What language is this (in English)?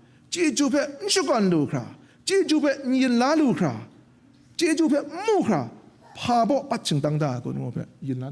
Kachin